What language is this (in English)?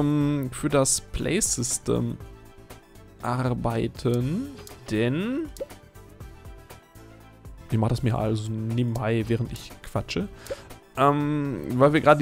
German